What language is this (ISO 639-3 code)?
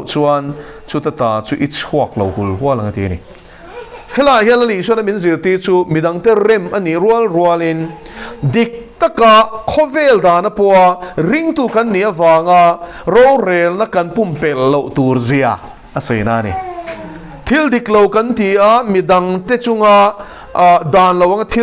lus